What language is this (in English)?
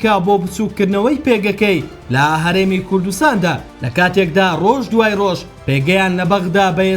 Central Kurdish